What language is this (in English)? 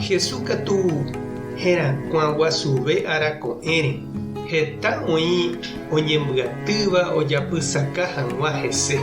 Guarani